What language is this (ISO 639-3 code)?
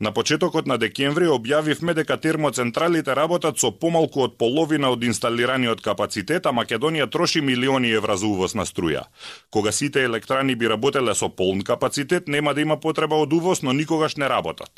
mkd